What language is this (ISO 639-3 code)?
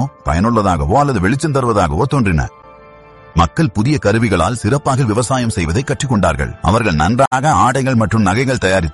tam